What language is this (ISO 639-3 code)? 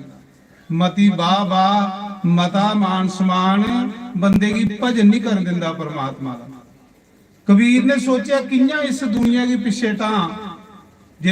doi